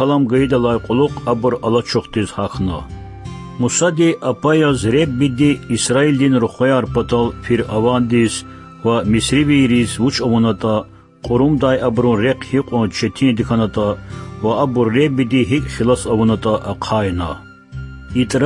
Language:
Lezghian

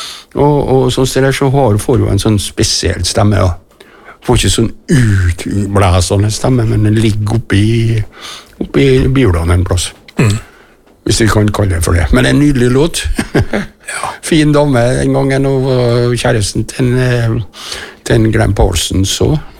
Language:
Norwegian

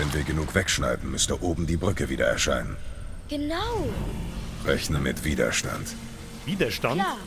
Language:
Bavarian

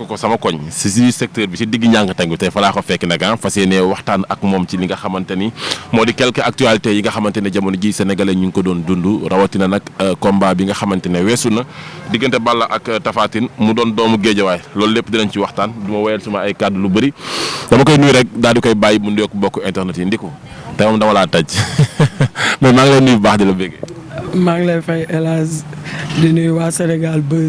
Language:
Wolof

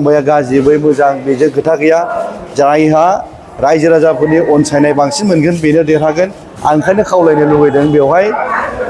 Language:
Bodo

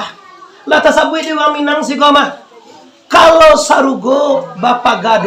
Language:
Minangkabau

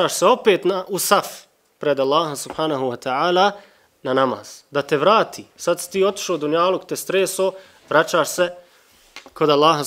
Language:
Bosnian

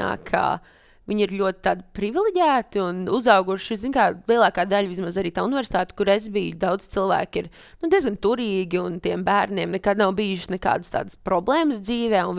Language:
Latvian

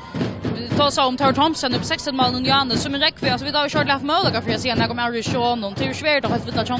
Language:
Faroese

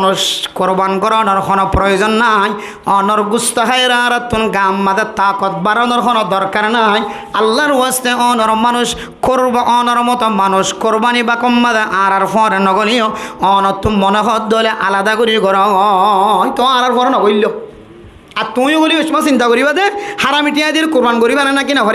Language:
Rohingya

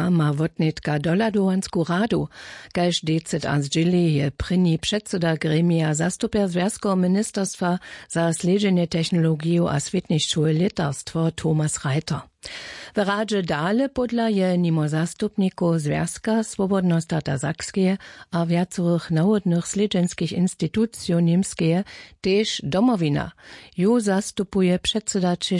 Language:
Upper Sorbian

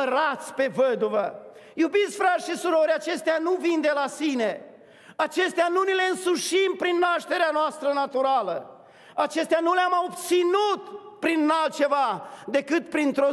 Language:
Romanian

